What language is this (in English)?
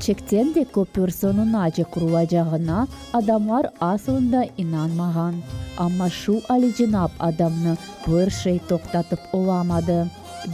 Crimean Tatar